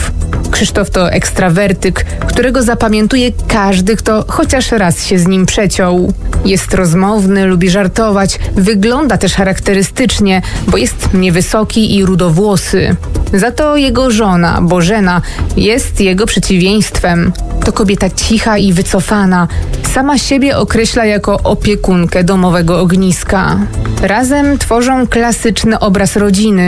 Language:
Polish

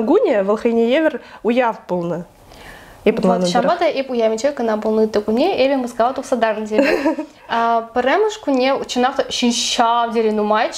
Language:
Chuvash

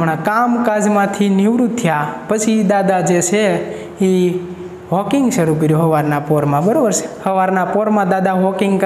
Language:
Gujarati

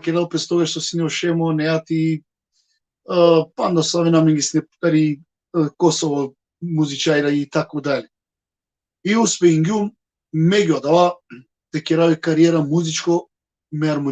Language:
Balkan Romani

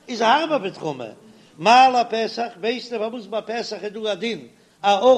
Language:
Yiddish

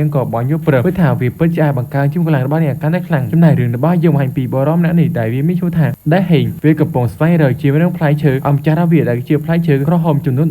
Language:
Khmer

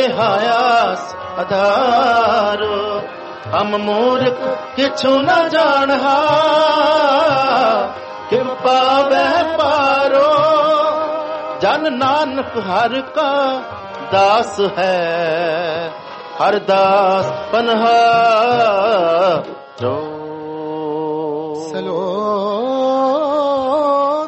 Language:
Punjabi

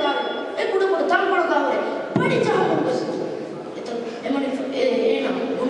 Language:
Divehi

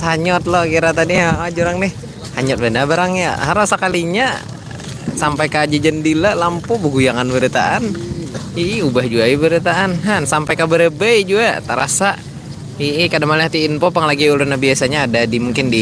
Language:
Banjar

